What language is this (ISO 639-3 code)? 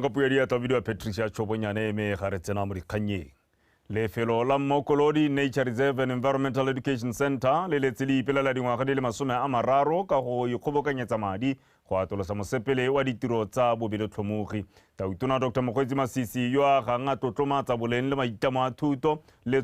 tsn